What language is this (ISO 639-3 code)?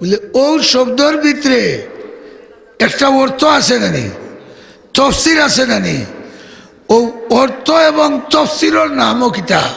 syl